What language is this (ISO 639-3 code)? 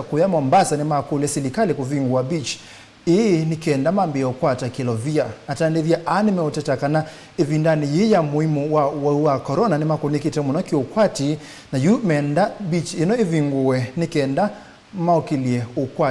kam